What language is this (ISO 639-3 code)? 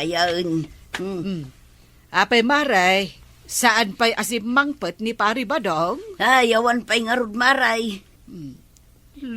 ilo